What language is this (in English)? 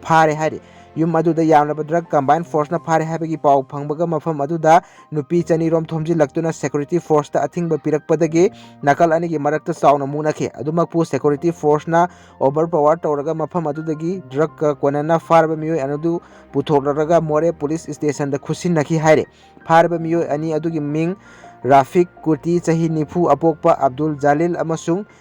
Manipuri